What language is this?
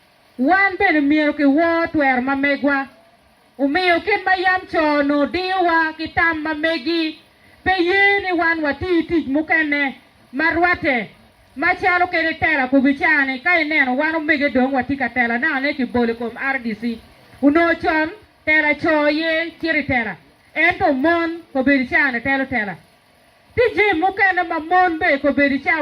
Acoli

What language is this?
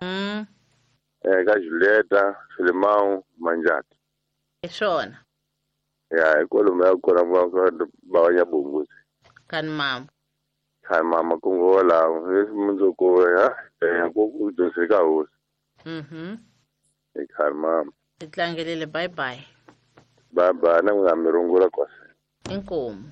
Tsonga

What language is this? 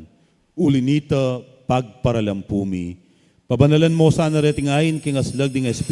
Pampanga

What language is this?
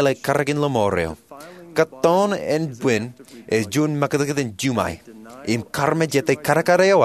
Marshallese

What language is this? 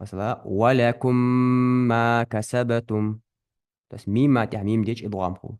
Ingush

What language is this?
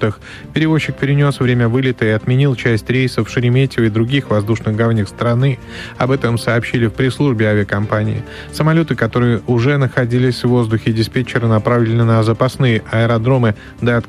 Russian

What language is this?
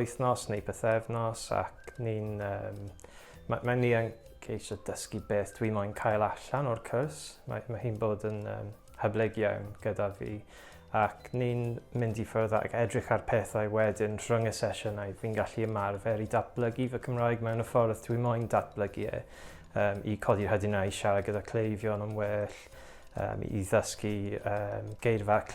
Welsh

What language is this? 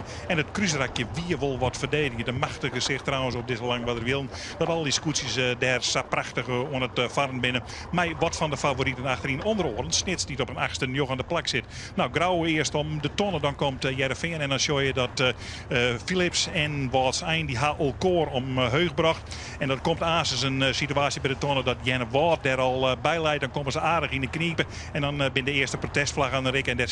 Western Frisian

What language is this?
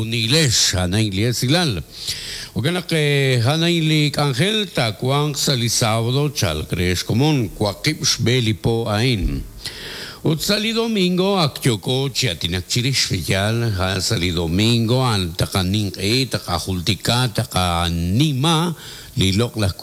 Kekchí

